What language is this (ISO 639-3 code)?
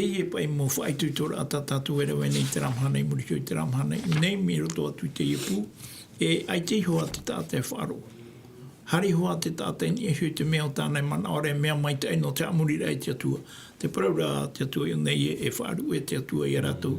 tah